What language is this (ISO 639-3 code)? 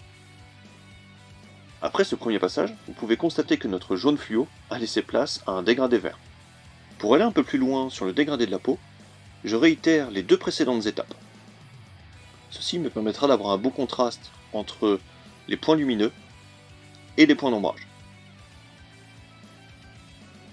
fra